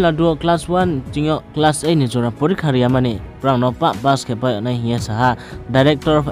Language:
Riang (India)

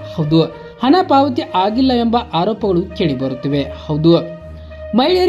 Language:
Kannada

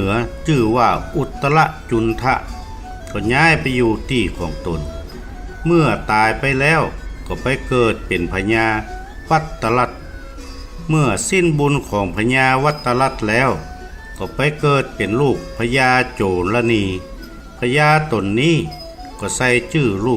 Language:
Northern Thai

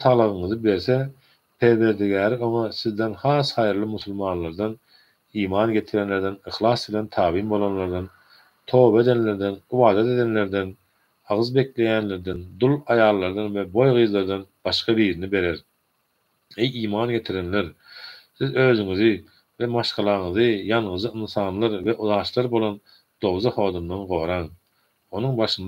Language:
Turkmen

